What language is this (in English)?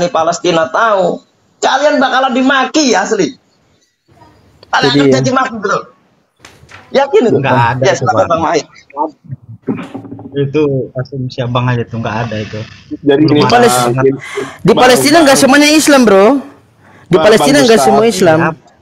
Indonesian